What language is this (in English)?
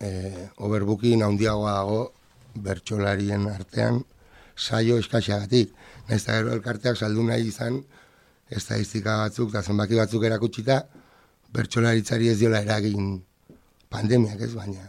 Basque